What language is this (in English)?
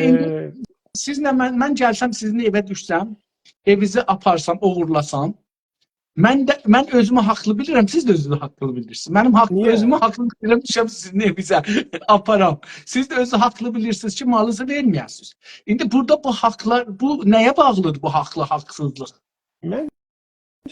South Azerbaijani